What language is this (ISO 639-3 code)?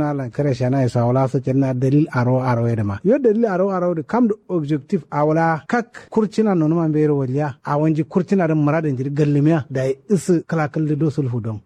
kau